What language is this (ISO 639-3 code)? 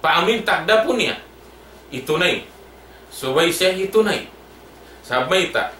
tsg